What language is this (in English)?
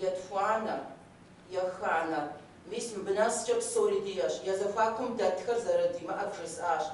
Kabardian